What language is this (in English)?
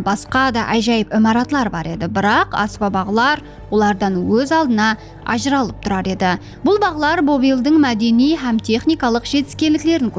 Kara-Kalpak